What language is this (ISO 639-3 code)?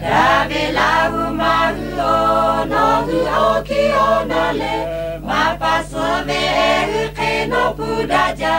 lhu